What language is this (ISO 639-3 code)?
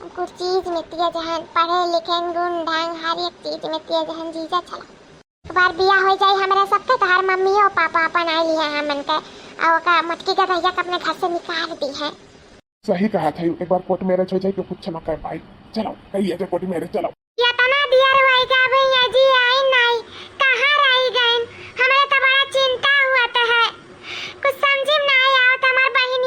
awa